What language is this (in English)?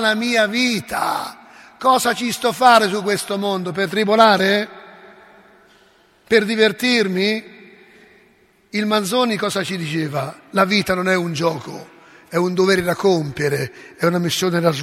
Italian